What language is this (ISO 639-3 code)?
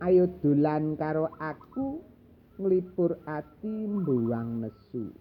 jav